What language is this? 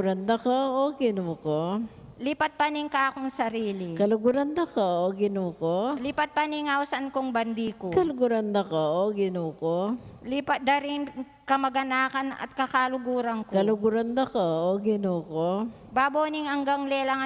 Pampanga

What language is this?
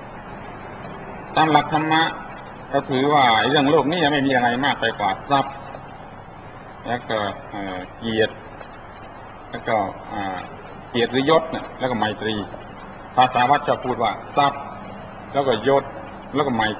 Thai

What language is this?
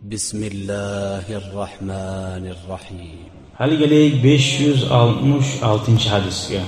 Kumyk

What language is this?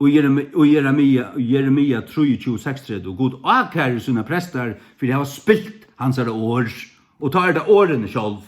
Faroese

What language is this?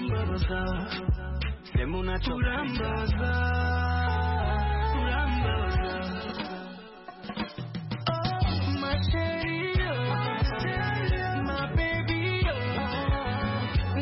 Kinyarwanda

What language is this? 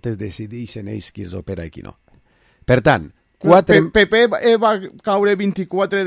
Catalan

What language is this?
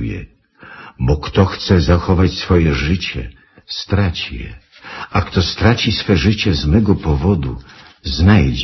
Polish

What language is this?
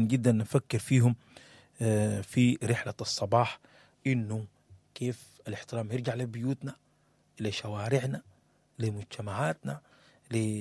Sudanese Arabic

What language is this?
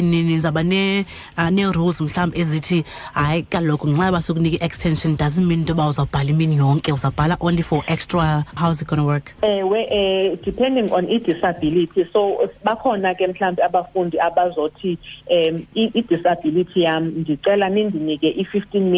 Xhosa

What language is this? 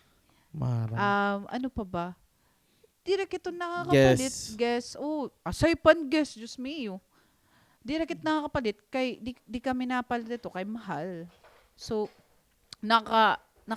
Waray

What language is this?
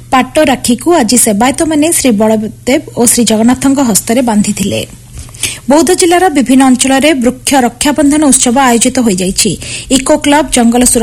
Odia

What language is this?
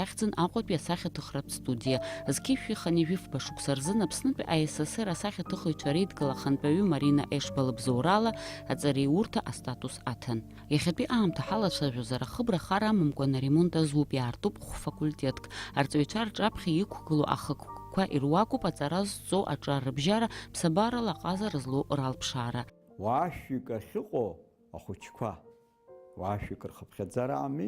Abkhazian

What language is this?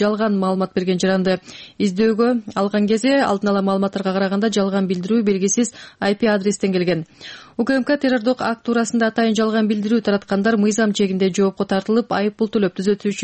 Kyrgyz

